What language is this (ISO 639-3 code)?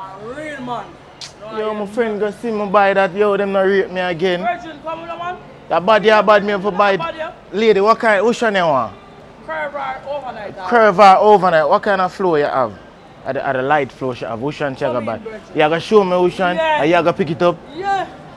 jam